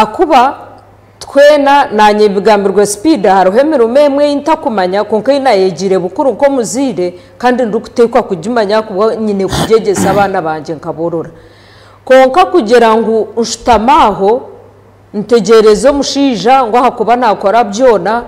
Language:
Nyankole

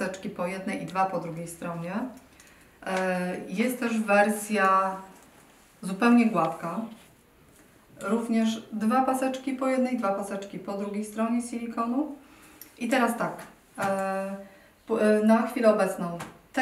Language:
Polish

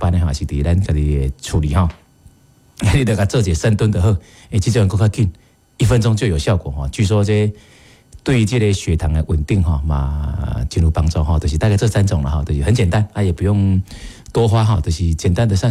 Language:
Min Nan Chinese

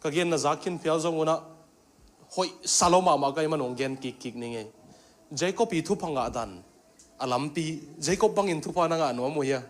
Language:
Tedim Chin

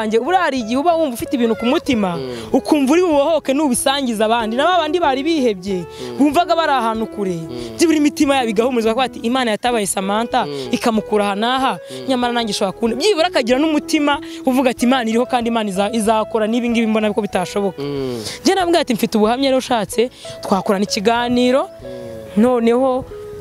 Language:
Kinyarwanda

